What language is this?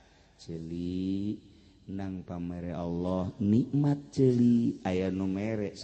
Sundanese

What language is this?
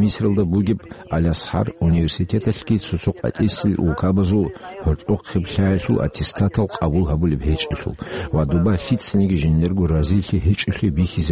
Avaric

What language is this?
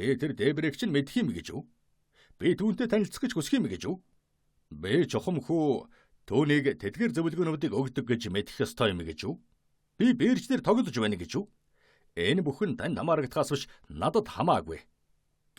Mongolian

